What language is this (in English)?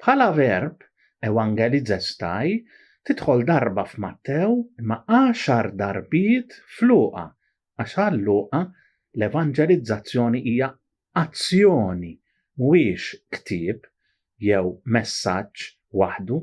Maltese